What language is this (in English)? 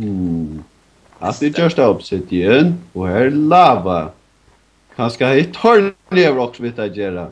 Faroese